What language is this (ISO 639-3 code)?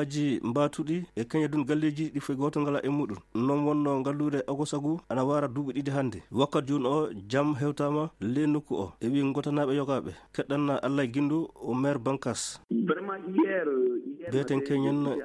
ful